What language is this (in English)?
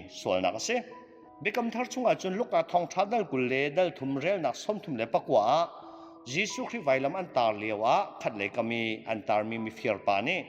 Hakha Chin